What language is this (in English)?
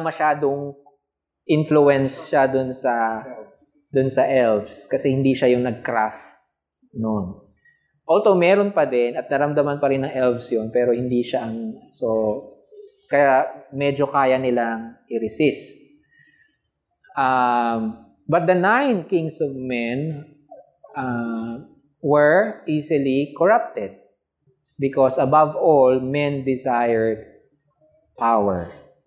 Filipino